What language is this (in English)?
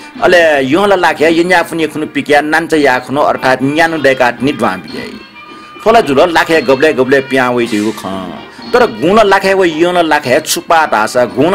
Newari